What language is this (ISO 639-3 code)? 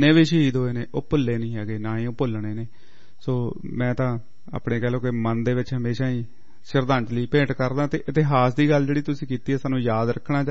pan